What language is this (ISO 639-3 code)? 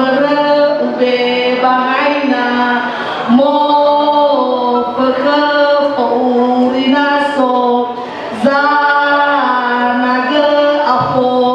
nia